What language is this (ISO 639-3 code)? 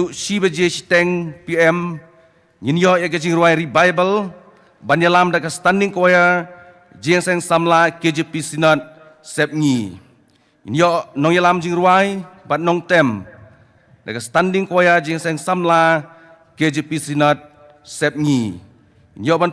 kha